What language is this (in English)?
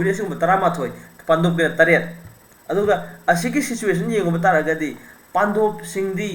Manipuri